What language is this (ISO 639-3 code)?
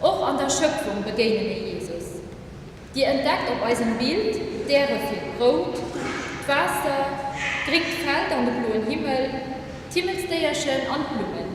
ltz